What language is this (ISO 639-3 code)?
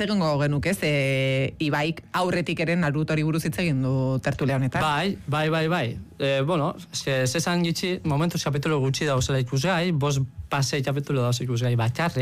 eus